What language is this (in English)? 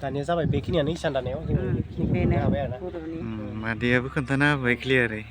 Bodo